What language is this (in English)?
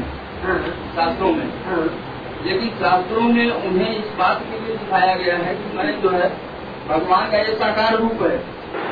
Hindi